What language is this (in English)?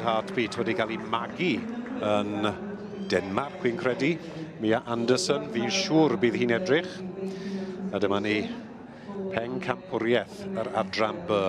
Welsh